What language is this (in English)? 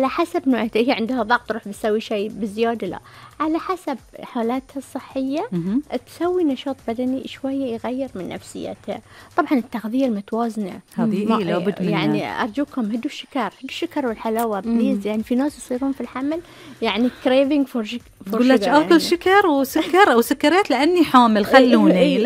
Gulf Arabic